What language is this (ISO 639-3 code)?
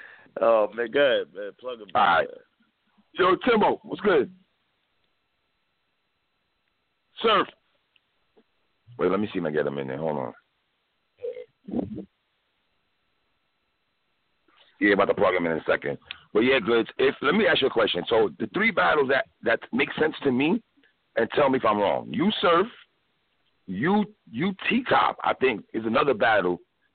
eng